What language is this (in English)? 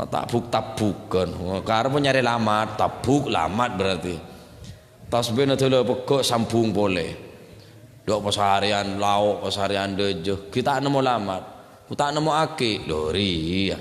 Madurese